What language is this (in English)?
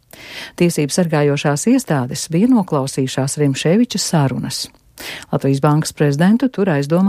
Latvian